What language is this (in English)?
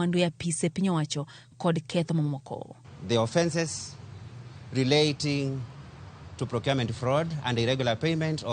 Luo (Kenya and Tanzania)